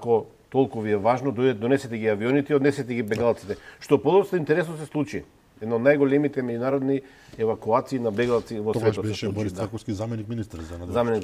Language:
Macedonian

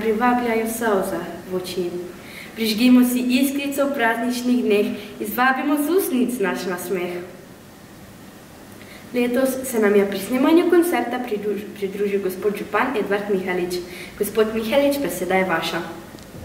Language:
Slovenian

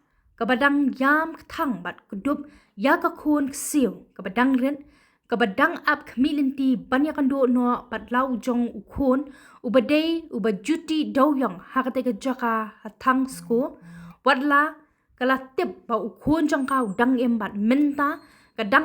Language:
Khasi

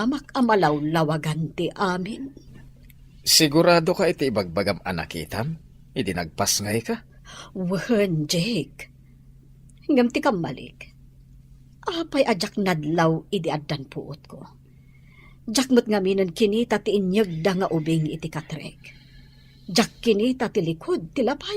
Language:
Iloko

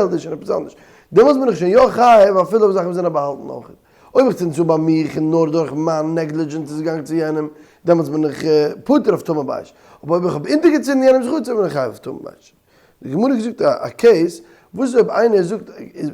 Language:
Yiddish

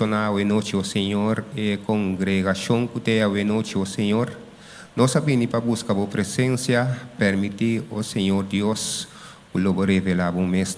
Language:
Papiamento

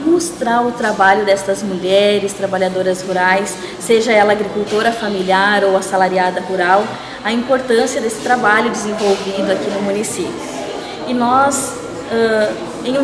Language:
Portuguese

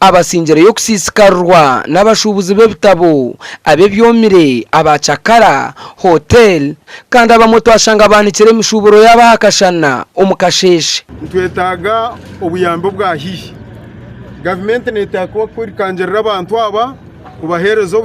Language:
Nyankole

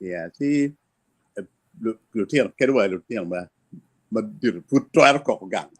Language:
Acoli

